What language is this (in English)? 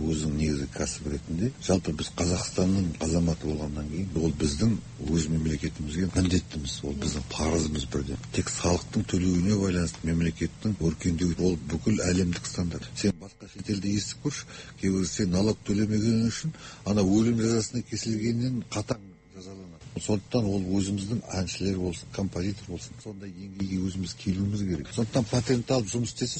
Kazakh